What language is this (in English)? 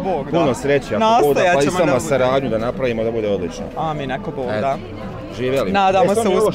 Bosnian